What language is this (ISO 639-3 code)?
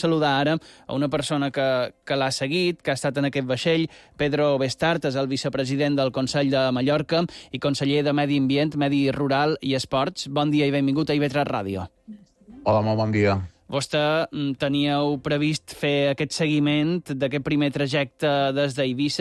cat